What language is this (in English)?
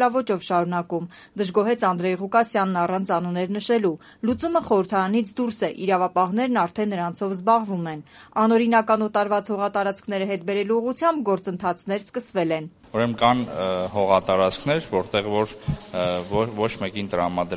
Armenian